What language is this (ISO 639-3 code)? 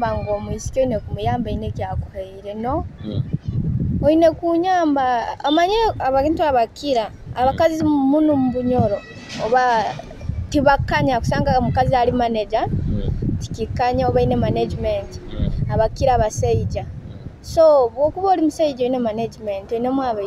nyo